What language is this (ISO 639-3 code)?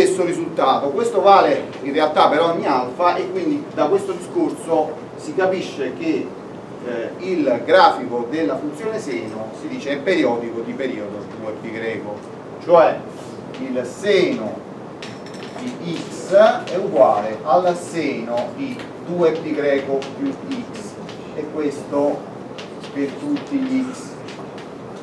ita